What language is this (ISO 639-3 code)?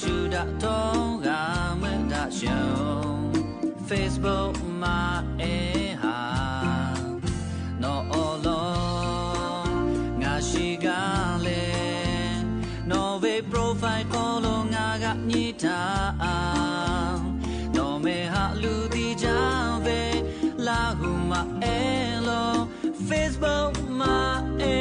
lhu